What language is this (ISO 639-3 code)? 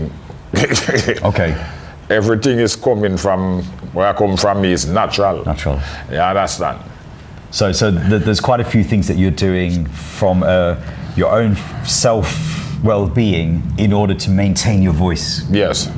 jam